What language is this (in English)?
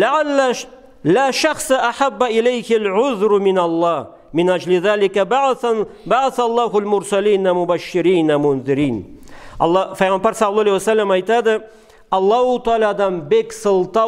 Karachay-Balkar